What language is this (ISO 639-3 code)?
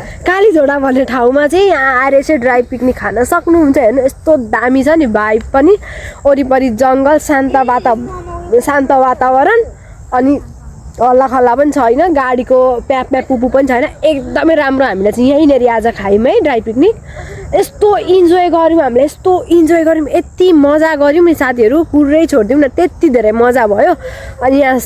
nep